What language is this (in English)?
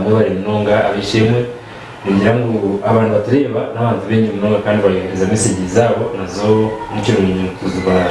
Nyankole